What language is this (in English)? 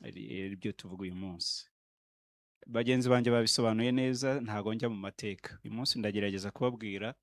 Kinyarwanda